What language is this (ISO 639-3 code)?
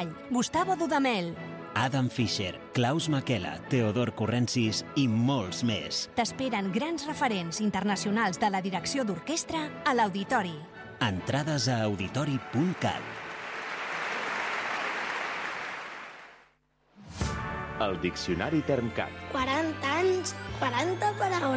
cat